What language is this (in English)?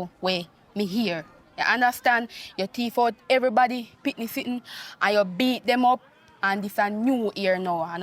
Jamaican Creole English